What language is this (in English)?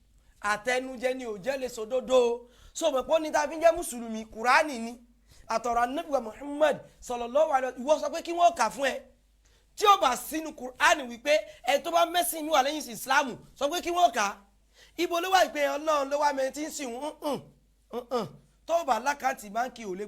Yoruba